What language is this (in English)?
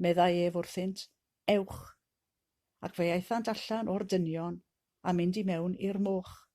Welsh